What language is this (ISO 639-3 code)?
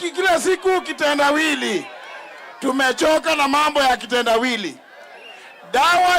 kam